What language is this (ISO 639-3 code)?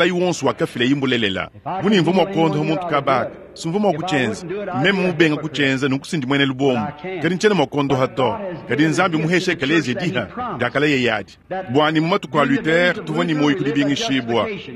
lua